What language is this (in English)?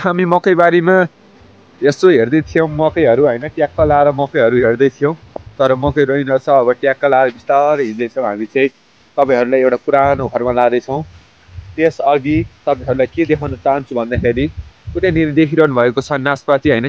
Nepali